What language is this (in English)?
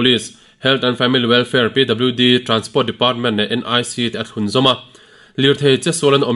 Mizo